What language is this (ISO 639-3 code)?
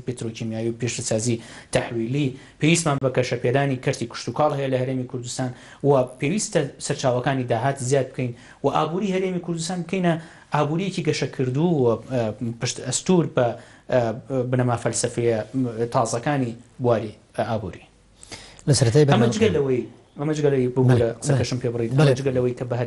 ckb